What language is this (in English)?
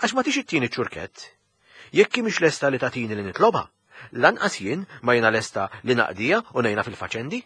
Maltese